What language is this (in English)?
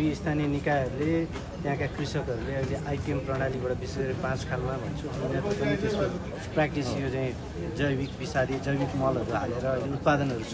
Nepali